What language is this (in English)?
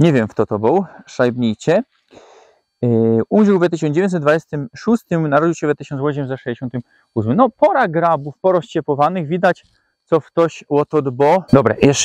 Silesian